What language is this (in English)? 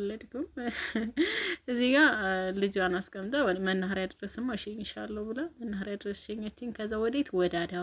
Amharic